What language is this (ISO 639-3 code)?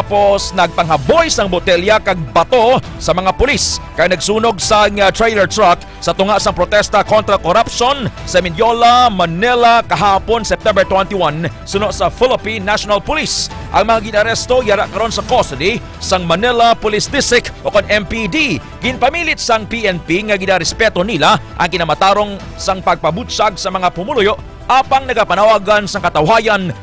hil